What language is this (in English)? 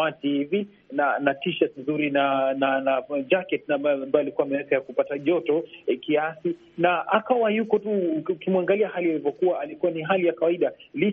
Swahili